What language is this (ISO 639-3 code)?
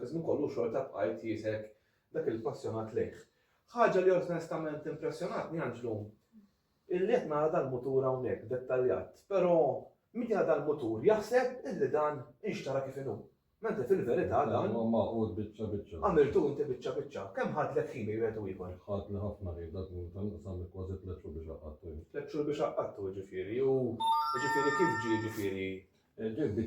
mlt